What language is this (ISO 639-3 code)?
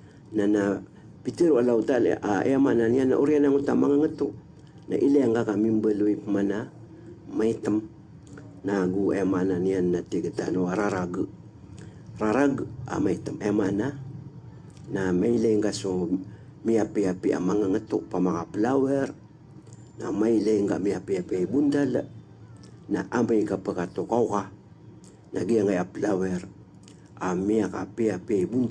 mrw